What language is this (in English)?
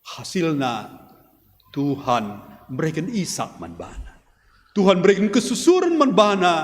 Batak Karo